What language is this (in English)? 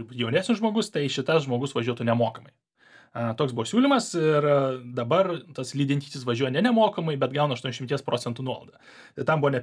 Lithuanian